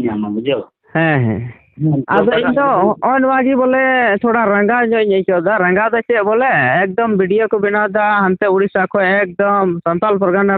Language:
Santali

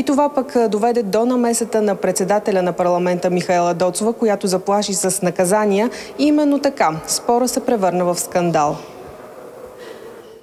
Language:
Bulgarian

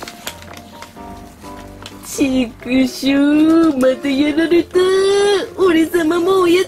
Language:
Japanese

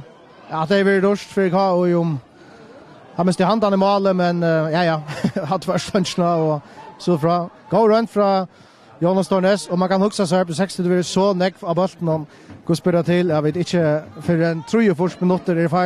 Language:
Faroese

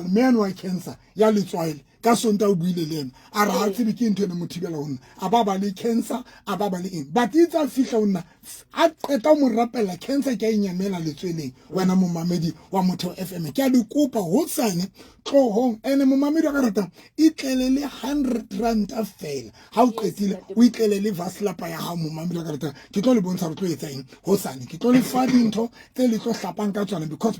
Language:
Southern Sotho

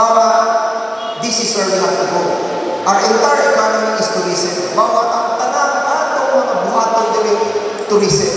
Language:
Cebuano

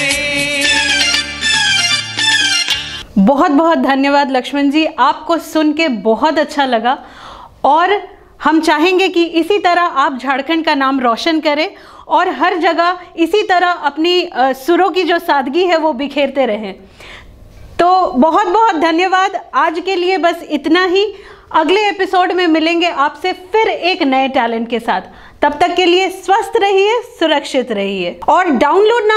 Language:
Hindi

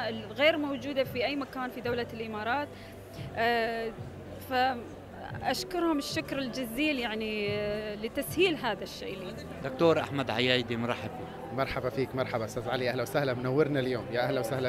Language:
Arabic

